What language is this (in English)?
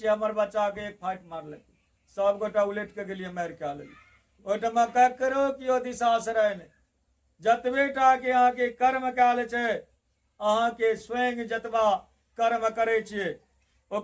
Maithili